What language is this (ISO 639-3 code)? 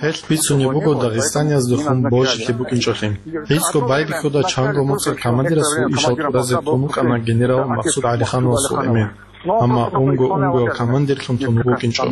ava